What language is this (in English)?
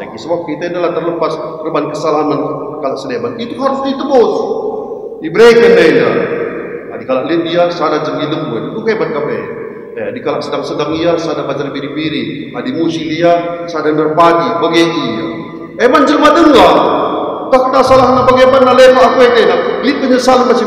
Batak Karo